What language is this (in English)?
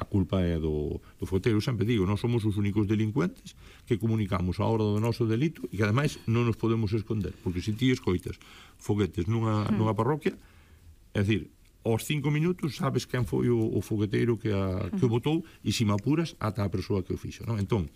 Galician